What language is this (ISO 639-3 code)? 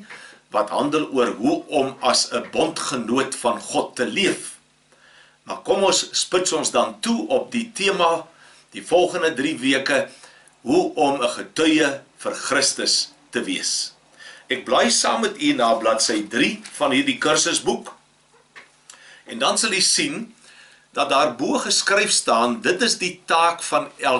afr